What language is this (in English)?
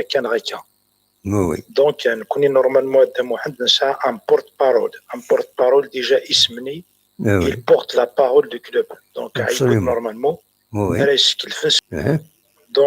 Kabyle